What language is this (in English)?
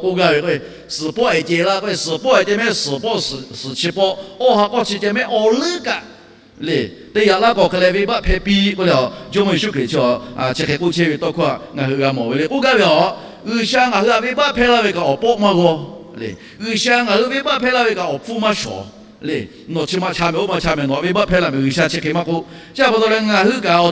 Lahu